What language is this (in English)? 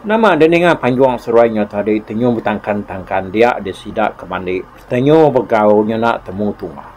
Iban